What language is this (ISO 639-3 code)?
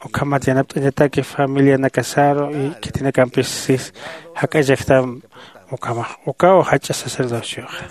aym